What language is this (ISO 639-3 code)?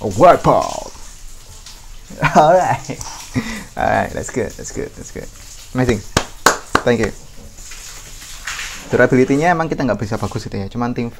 ind